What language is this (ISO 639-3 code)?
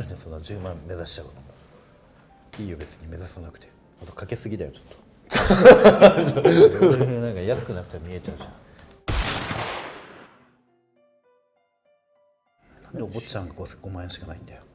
jpn